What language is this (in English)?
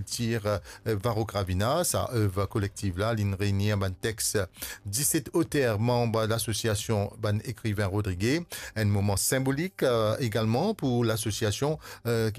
Morisyen